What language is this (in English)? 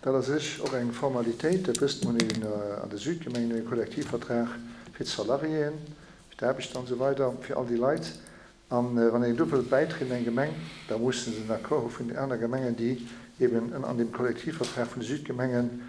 Luxembourgish